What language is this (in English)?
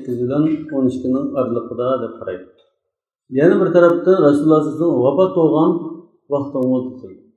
Uyghur